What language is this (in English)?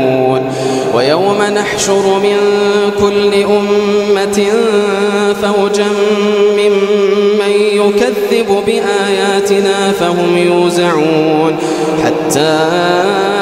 Arabic